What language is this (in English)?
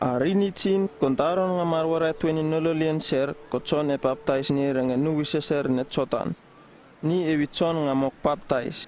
Uripiv-Wala-Rano-Atchin